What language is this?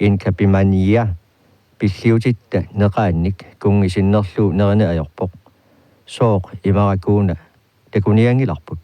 Kalaallisut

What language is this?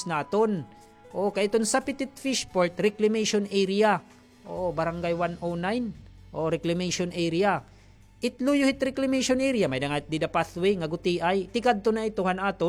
Waray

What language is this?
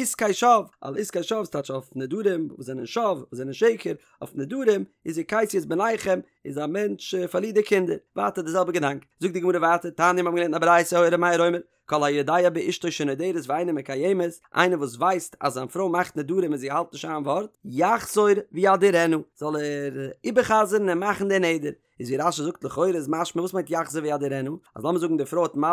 Yiddish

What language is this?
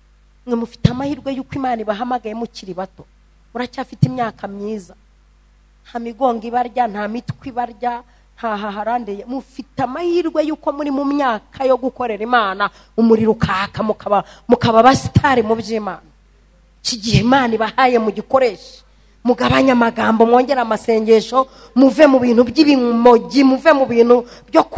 Kinyarwanda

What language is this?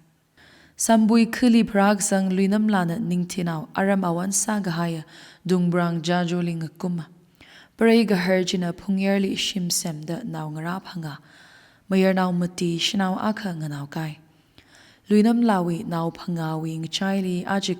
Tangkhul Naga (India)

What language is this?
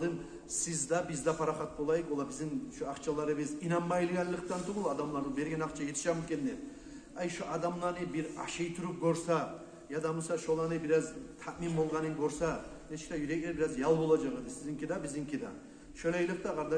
Kumyk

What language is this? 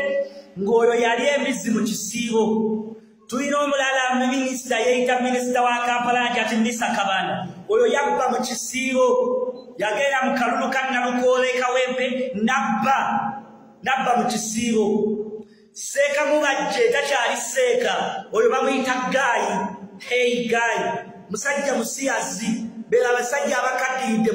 Ganda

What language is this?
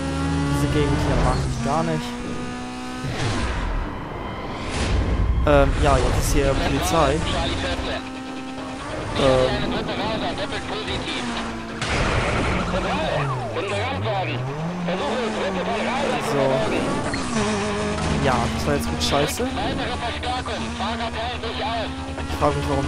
German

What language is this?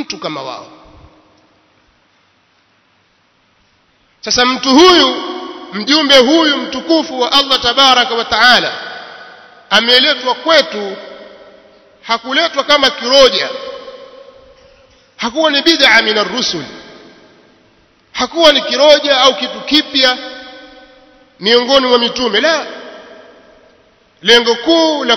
Swahili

